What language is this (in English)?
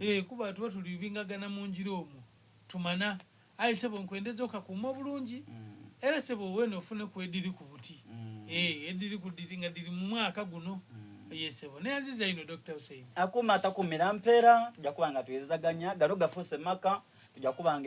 Soga